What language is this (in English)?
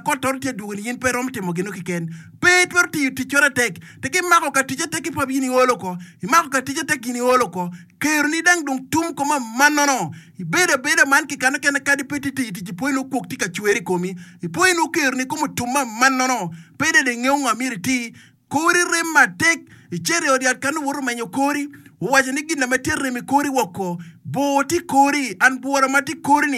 Acoli